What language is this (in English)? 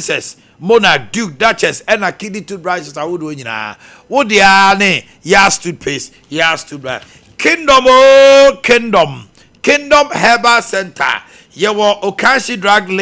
Akan